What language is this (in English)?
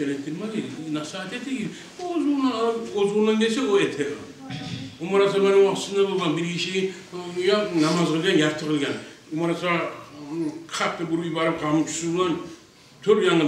Kumyk